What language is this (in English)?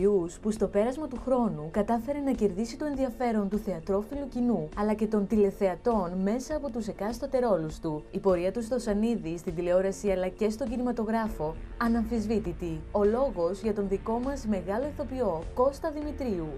Greek